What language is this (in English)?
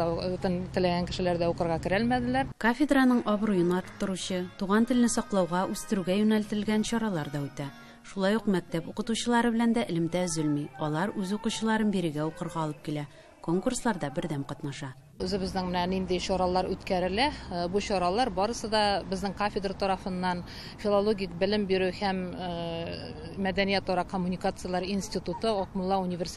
Tatar